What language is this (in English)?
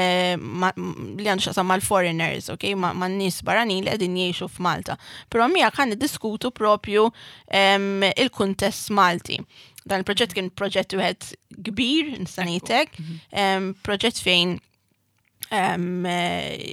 Maltese